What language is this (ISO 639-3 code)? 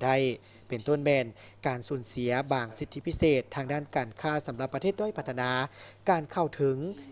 lao